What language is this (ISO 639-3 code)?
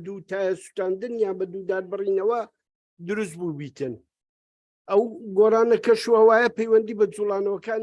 ckb